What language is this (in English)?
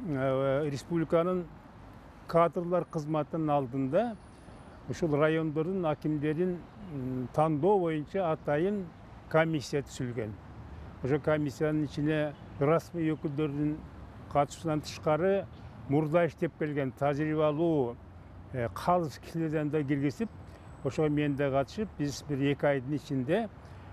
Kyrgyz